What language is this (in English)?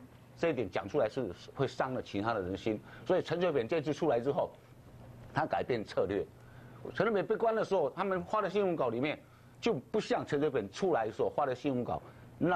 Chinese